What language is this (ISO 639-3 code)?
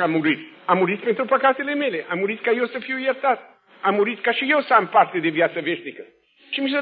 ron